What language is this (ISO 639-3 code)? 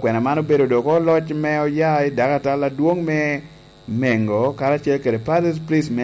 laj